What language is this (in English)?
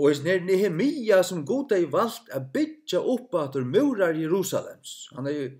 Faroese